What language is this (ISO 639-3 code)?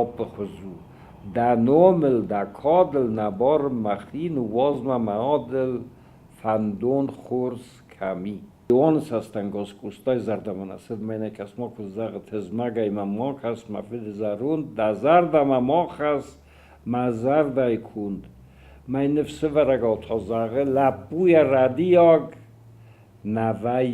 oss